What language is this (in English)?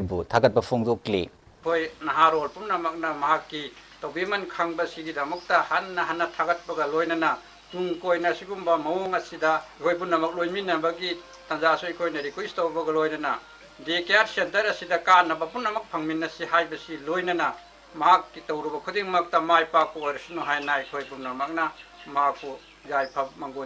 Manipuri